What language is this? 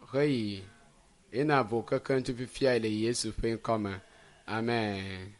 Ewe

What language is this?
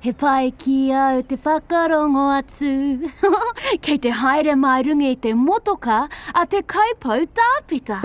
Māori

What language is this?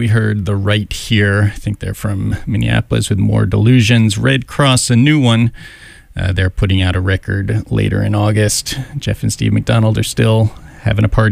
English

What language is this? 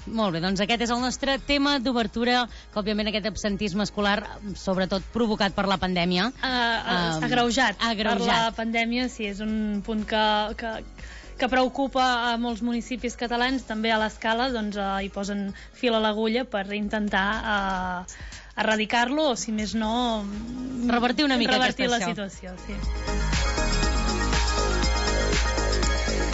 Catalan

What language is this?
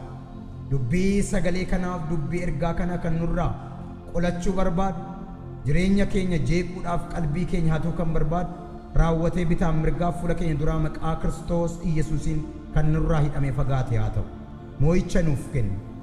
Oromo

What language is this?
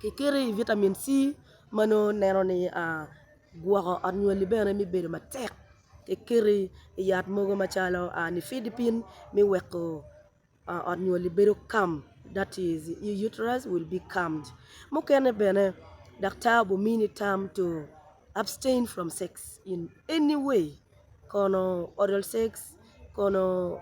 Acoli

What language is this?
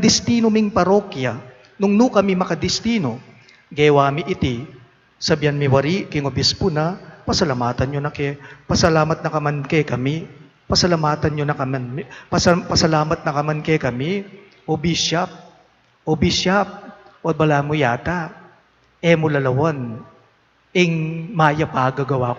Pampanga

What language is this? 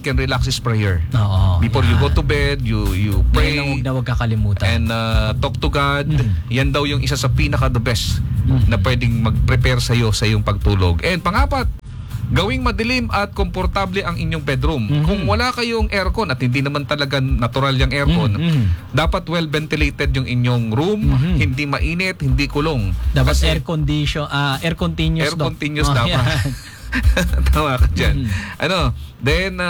Filipino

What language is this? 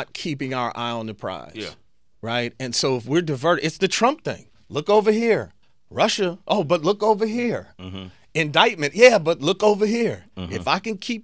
English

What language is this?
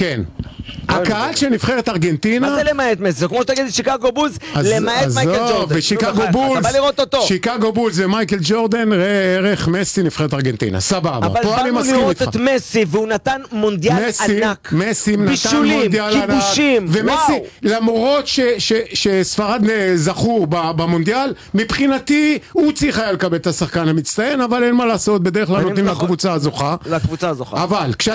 Hebrew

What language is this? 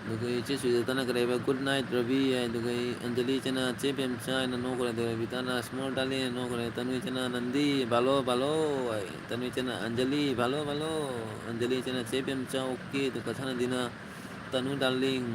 Manipuri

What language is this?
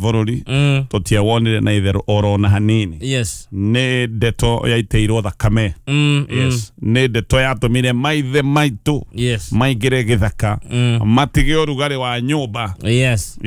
Kikuyu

